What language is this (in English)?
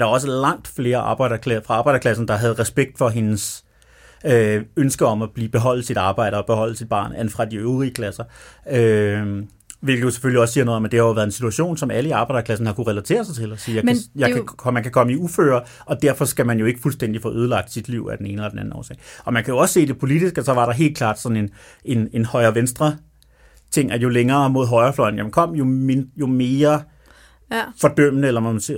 Danish